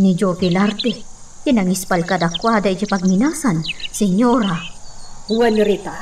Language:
Iloko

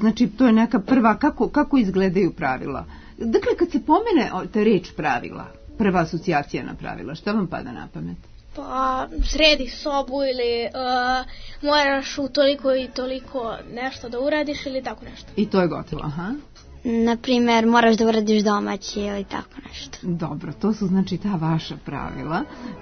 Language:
Serbian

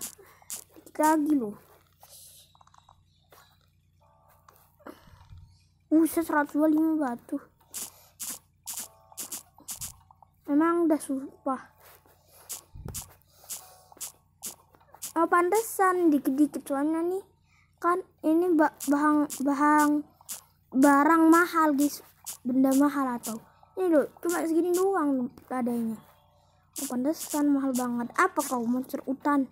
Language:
Indonesian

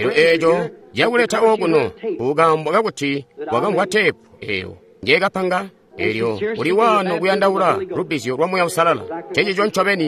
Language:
Tonga (Zambia)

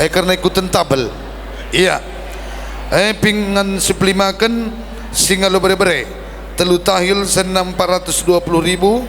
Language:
Batak Karo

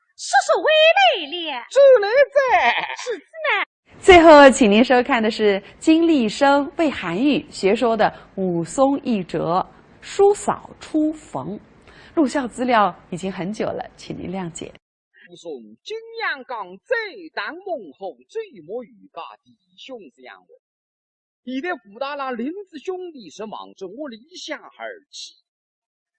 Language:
Wu Chinese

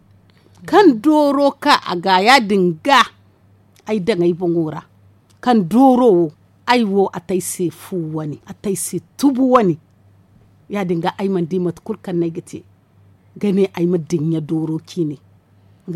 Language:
Zarma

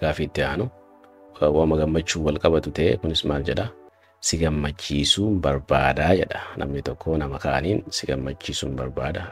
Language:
Oromo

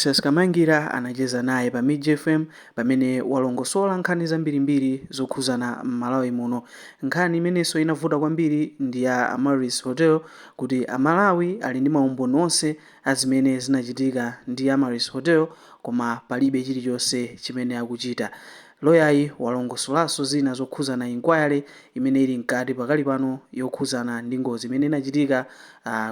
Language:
Nyanja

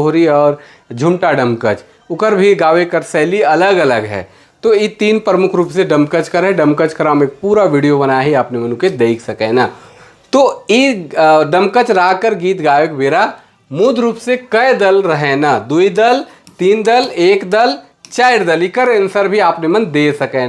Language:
Sadri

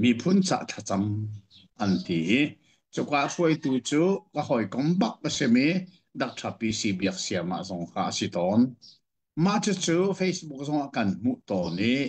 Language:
Hakha Chin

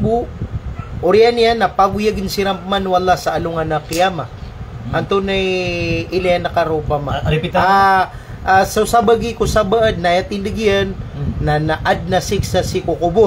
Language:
Maranao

